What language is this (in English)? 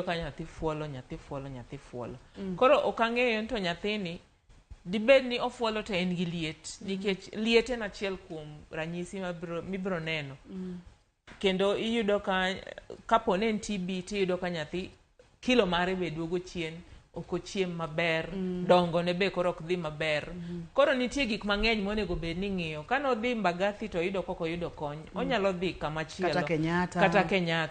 Luo (Kenya and Tanzania)